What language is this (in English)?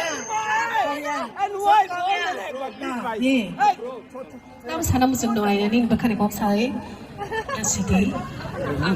Kok Borok